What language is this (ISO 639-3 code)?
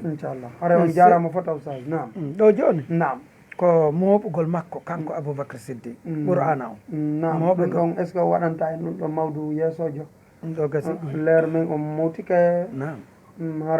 ful